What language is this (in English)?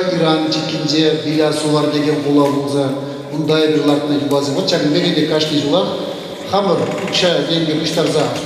Chuvash